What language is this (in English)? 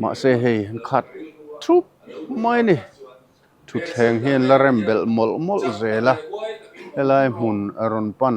Mizo